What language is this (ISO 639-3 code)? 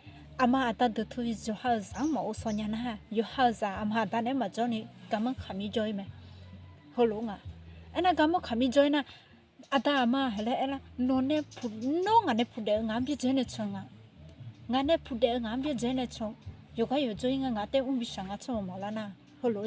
ahk